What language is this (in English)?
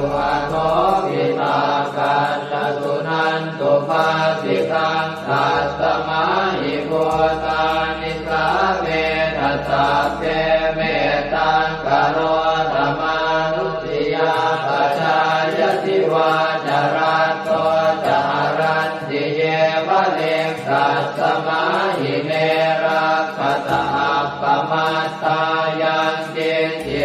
Pali